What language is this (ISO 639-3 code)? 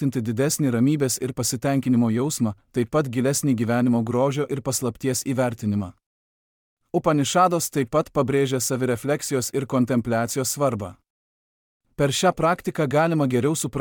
lit